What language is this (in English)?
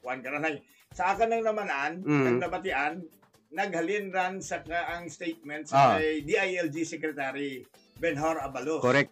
Hiligaynon